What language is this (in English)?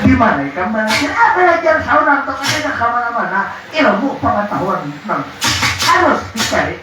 Banjar